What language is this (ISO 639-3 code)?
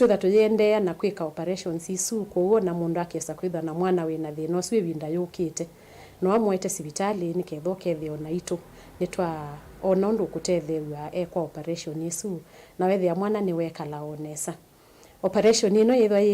kam